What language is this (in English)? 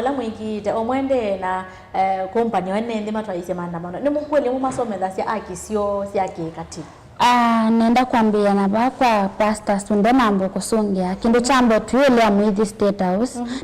Kamba